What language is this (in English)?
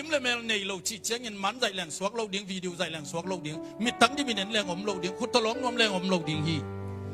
Tedim Chin